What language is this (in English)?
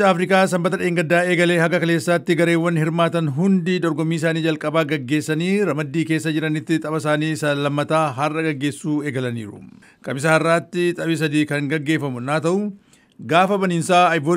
Oromo